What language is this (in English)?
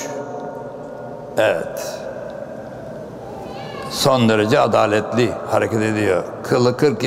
Turkish